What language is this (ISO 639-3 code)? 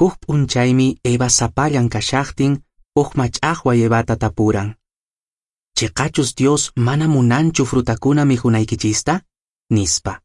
que